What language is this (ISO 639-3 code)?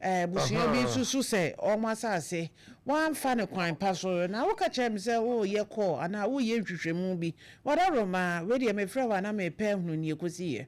aka